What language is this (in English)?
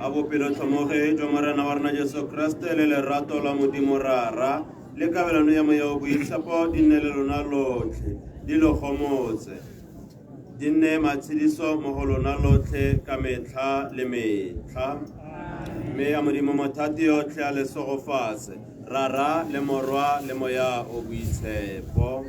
Tswana